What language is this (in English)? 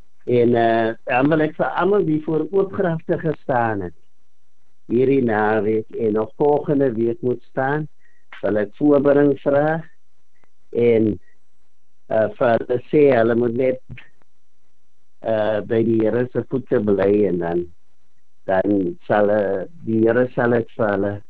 Afrikaans